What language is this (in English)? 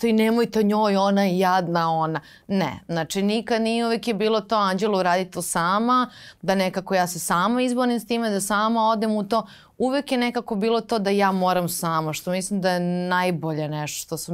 Serbian